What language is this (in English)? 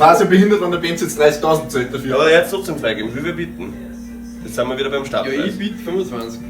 Bavarian